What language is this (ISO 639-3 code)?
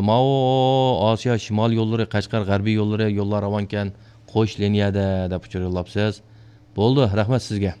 uig